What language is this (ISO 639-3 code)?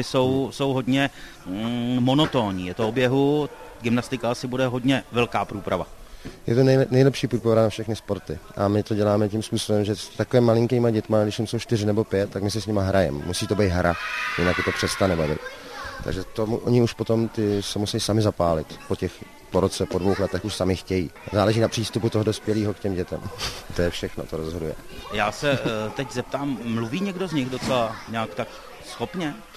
ces